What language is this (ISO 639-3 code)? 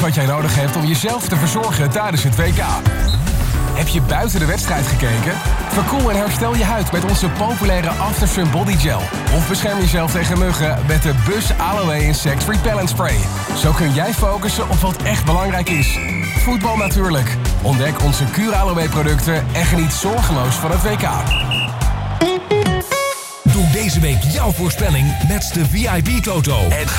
nld